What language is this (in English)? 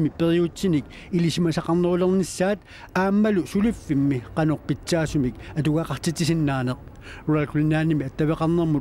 Kalaallisut